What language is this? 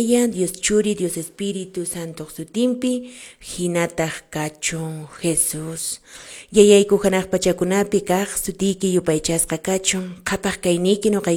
Quechua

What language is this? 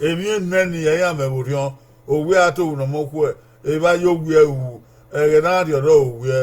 Bini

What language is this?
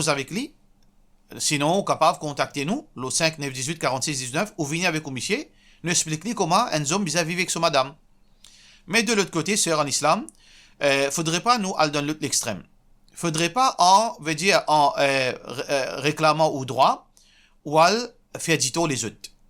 Morisyen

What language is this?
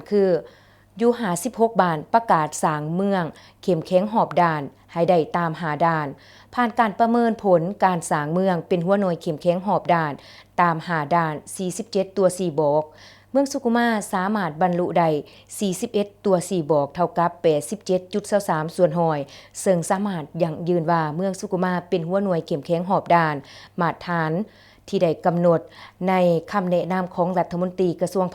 Lao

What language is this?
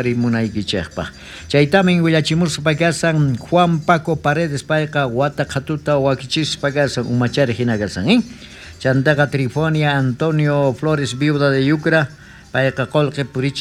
South Bolivian Quechua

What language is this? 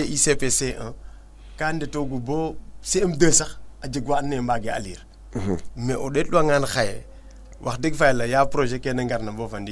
Serer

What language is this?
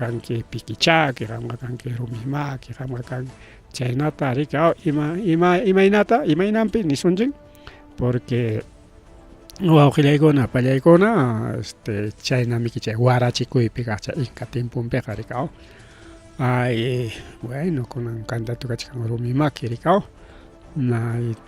Ayacucho Quechua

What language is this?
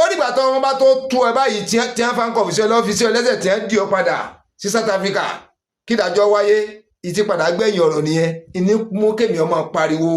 Yoruba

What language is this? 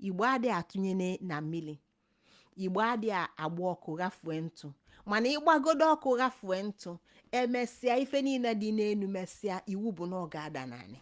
Igbo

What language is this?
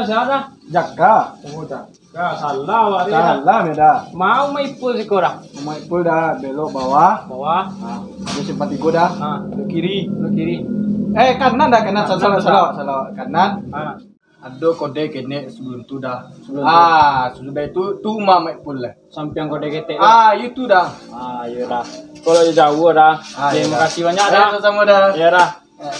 Minangkabau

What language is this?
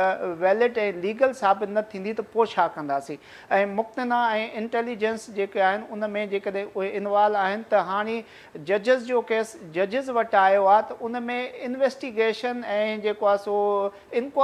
Sindhi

